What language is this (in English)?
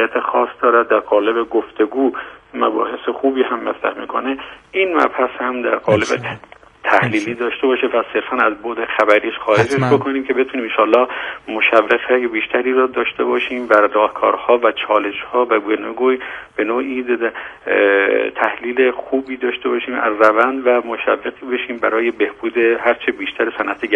Persian